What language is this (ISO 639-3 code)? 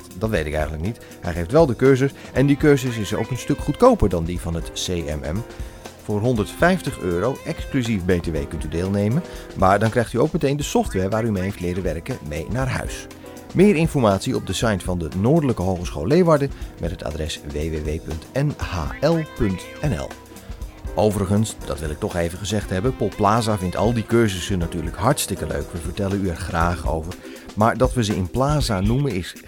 nld